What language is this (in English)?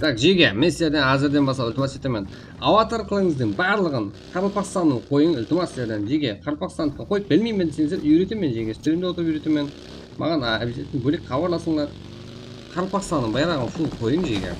Kara-Kalpak